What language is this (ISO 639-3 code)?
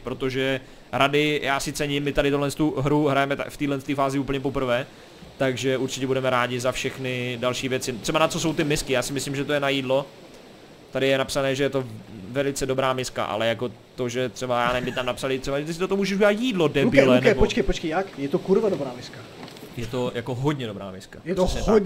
ces